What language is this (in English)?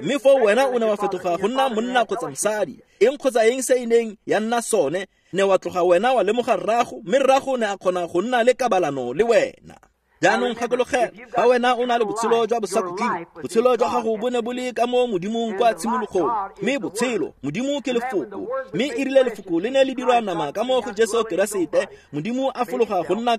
Tswana